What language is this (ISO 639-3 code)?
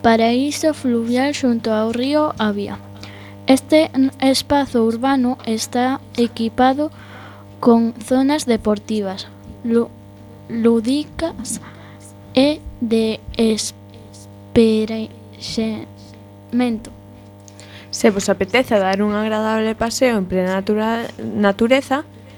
glg